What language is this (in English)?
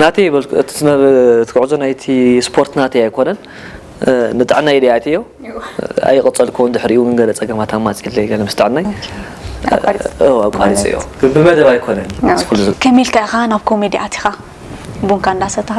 Tigrinya